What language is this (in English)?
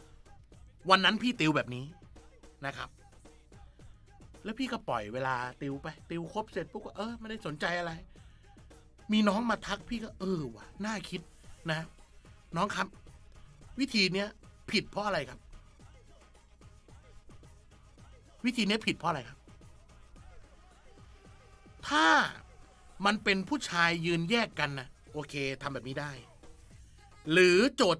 Thai